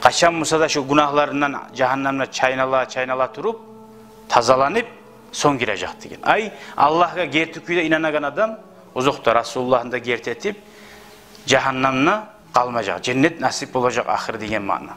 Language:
Kumyk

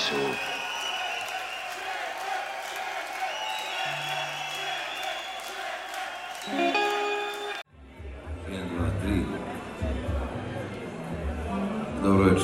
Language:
Serbian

